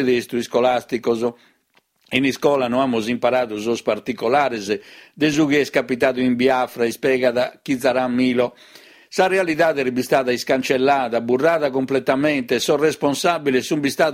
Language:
Sardinian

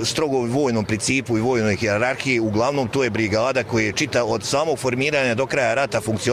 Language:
Croatian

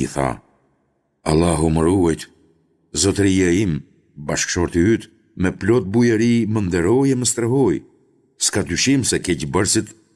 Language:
Albanian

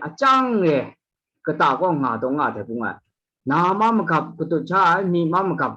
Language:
Kachin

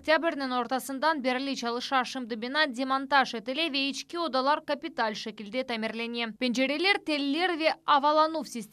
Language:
Crimean Tatar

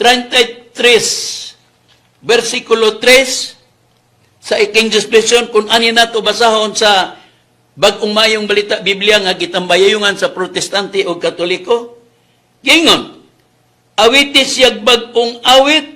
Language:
Cebuano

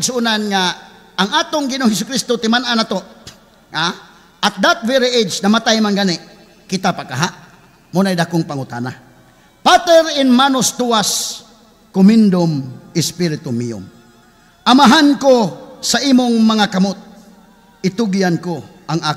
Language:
Cebuano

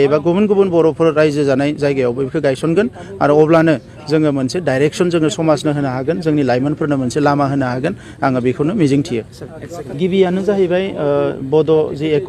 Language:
Bodo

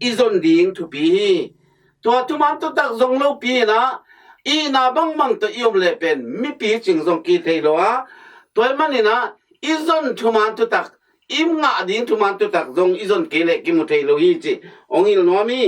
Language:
Tedim Chin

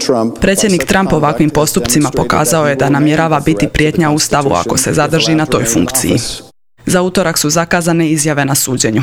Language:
Croatian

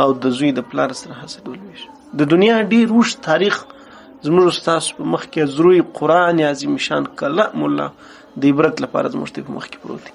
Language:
Pashto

